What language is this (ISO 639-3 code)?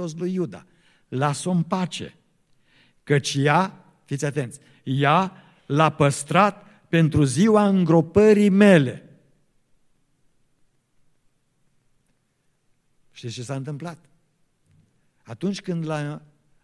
ron